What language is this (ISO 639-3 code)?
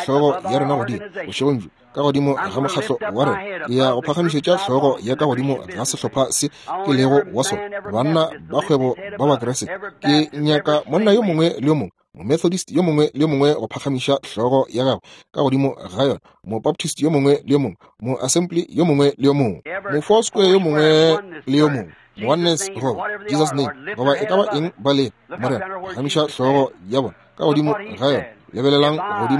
nso